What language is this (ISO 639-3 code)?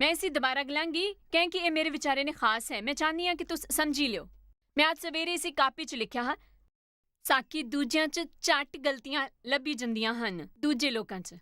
doi